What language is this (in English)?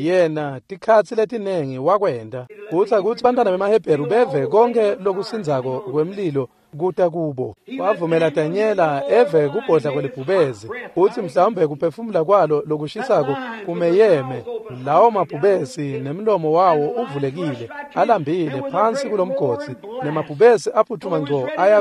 Swati